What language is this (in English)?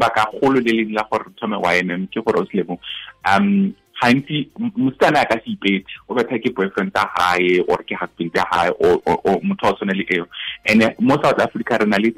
Tswana